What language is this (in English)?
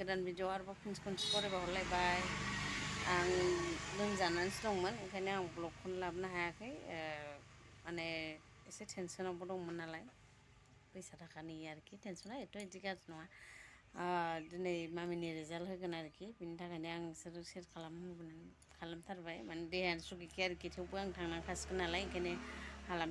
Bodo